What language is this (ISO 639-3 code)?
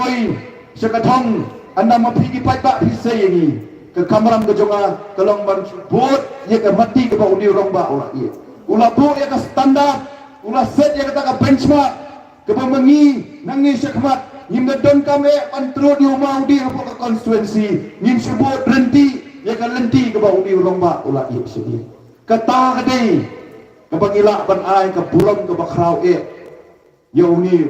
kha